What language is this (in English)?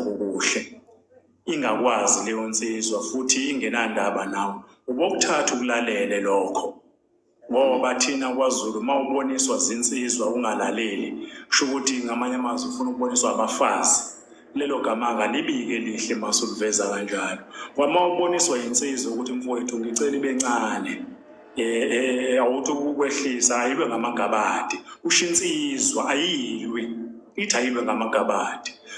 Zulu